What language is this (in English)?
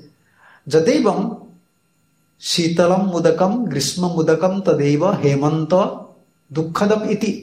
Odia